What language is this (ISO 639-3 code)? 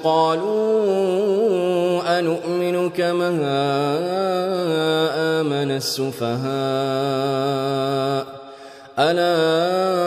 ara